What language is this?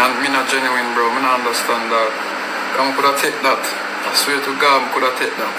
Jamaican Creole English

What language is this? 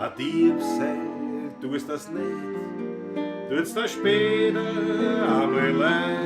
Bavarian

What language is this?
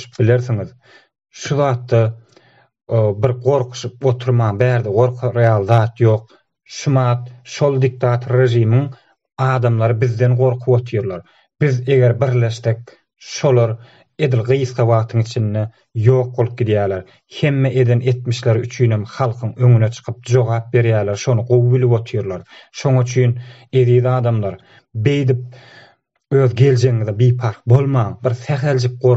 Turkmen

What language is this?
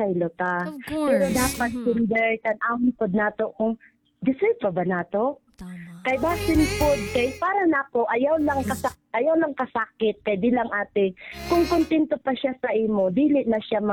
Cebuano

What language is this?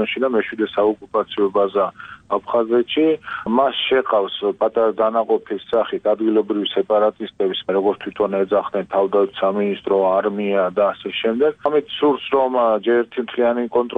Georgian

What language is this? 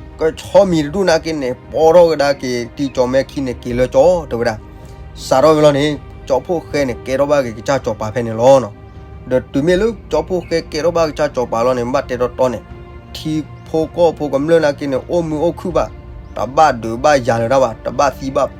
S'gaw Karen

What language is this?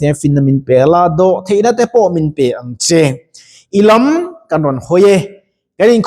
Mizo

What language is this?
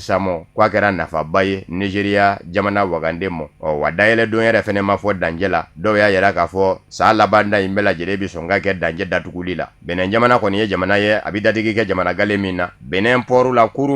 Bambara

